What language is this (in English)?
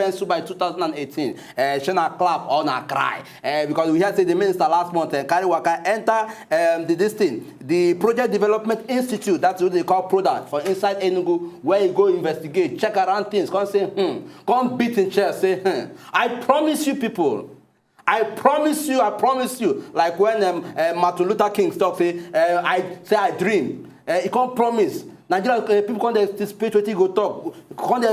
Nigerian Pidgin